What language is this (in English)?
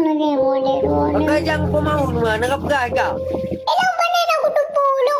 Achinese